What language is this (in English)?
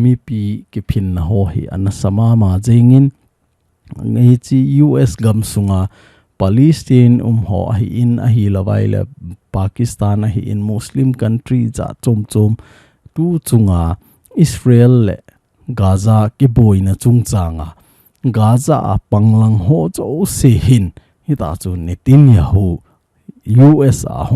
Thado Chin